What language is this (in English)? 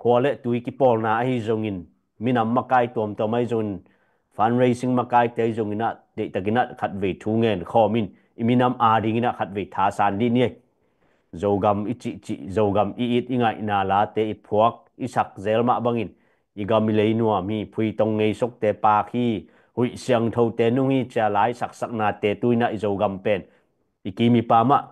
Tedim Chin